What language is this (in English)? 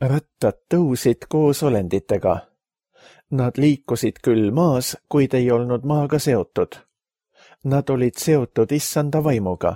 Estonian